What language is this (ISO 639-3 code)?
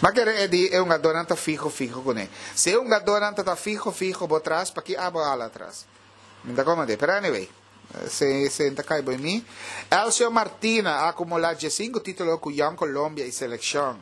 pap